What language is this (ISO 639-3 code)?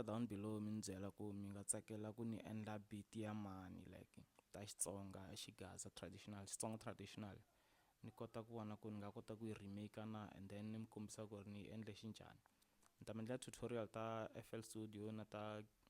tso